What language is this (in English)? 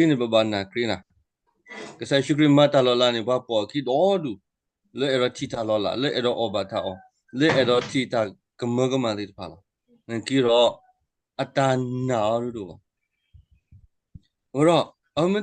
S'gaw Karen